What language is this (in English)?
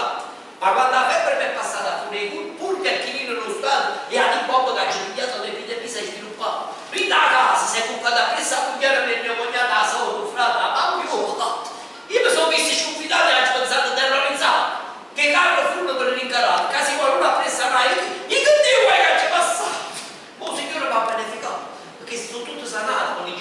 Neapolitan